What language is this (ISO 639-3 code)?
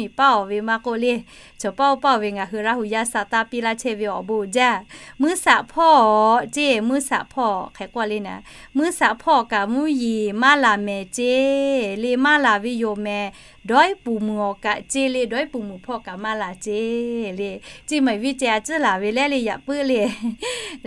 lhu